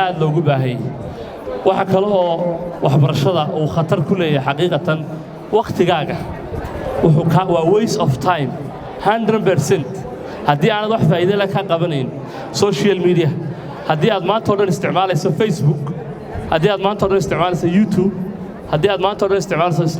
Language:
Somali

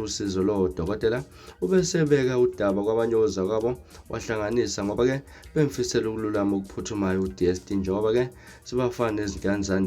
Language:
Zulu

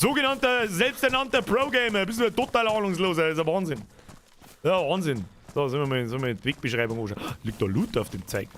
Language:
Bavarian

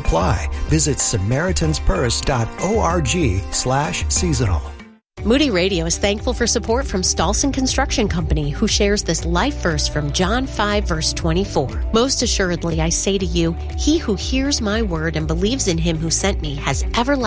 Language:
English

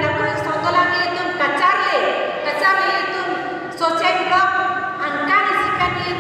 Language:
Karbi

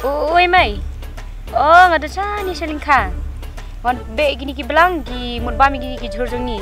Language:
Khasi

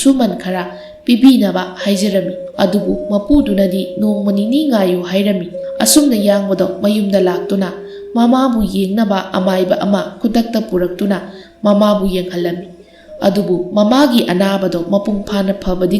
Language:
Manipuri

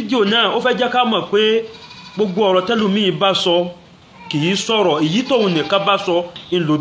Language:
Yoruba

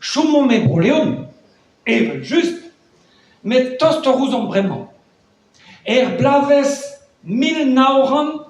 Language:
Breton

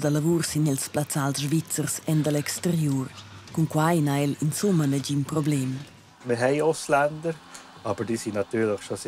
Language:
Romansh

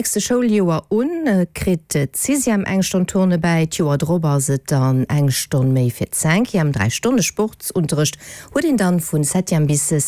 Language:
Luxembourgish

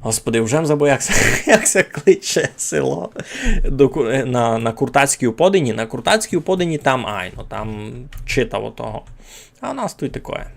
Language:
Rusyn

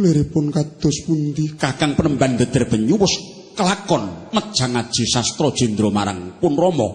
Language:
Javanese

